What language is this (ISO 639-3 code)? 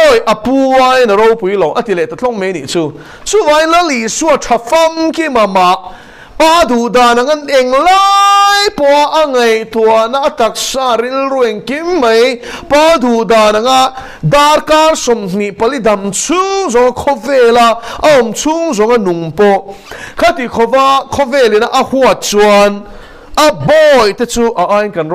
lus